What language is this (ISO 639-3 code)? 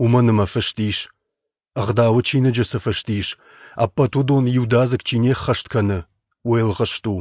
oss